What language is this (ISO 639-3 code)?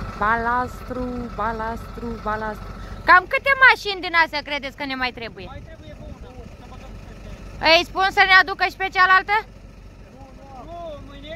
ron